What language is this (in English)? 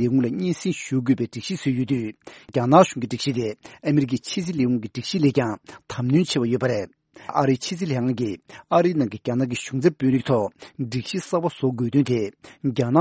Tibetan